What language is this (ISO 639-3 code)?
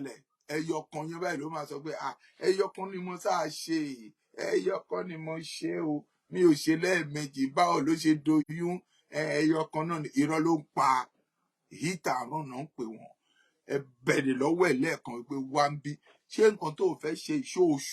yor